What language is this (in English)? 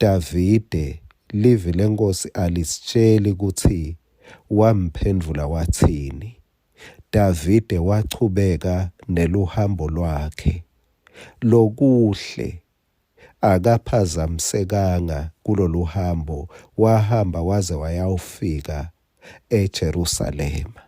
Swati